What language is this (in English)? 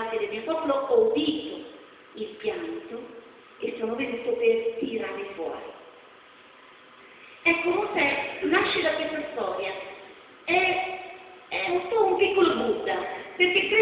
Italian